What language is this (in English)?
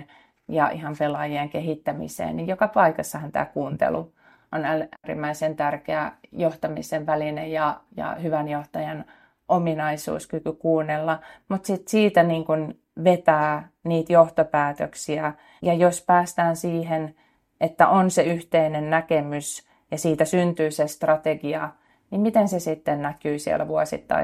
Finnish